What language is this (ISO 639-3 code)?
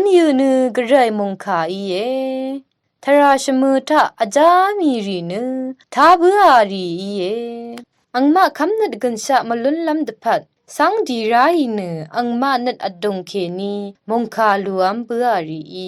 raw